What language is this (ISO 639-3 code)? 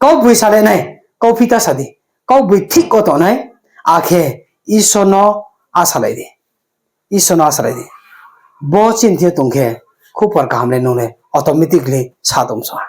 ria